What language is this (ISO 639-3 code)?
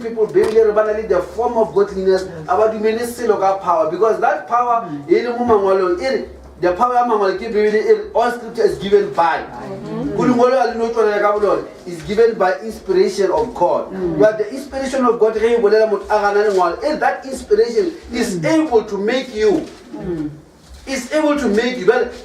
nso